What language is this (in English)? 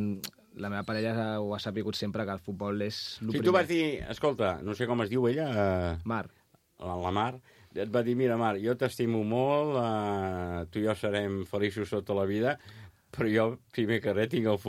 Catalan